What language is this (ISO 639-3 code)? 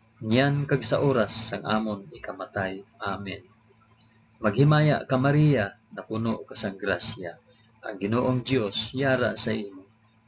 hil